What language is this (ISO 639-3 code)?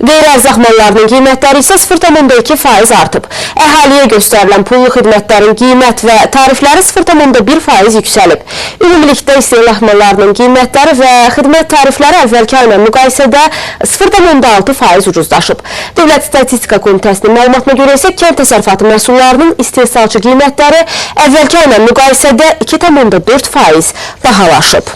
aze